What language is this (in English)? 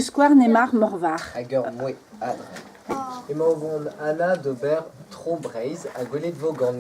Breton